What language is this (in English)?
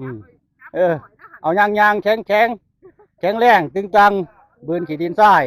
Northeastern Thai